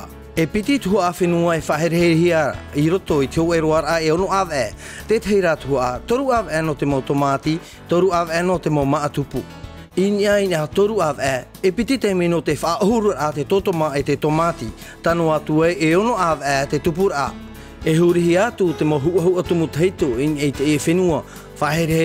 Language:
Tahitian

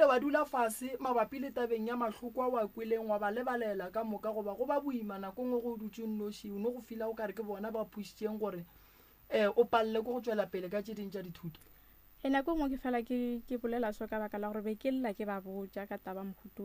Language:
Northern Sotho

